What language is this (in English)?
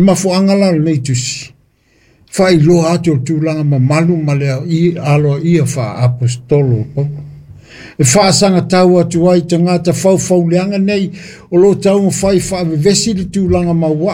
Samoan